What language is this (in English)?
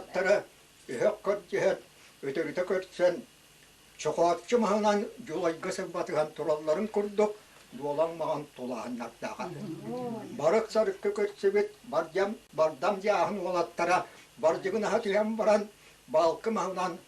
Yakut